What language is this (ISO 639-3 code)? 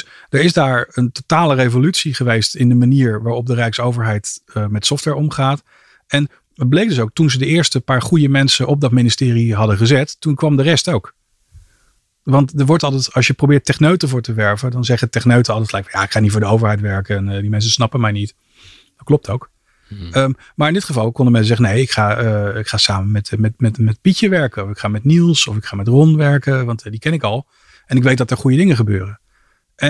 nld